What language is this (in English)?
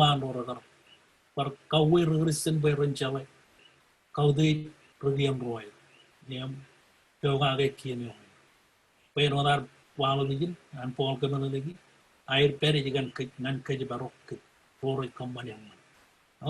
Marshallese